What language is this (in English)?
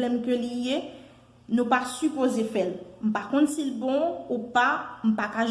Haitian Creole